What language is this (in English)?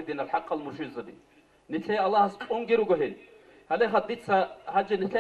Avaric